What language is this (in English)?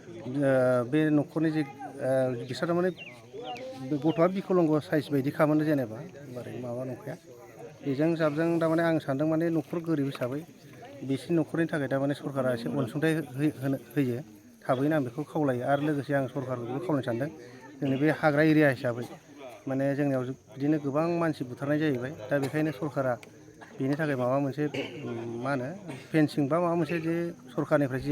Bodo